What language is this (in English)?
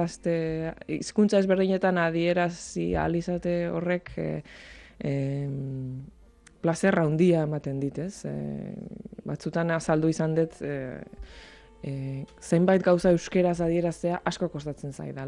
Basque